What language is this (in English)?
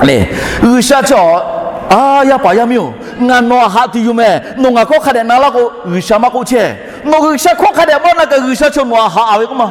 Lahu